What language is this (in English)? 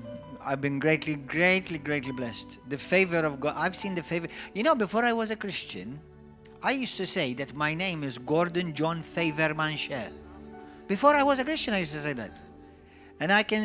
English